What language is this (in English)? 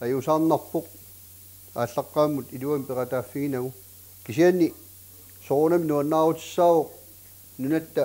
Kalaallisut